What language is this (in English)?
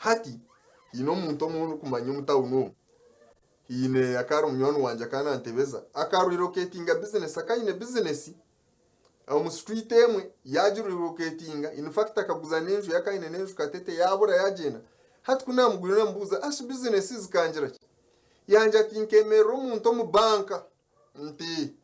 Nyankole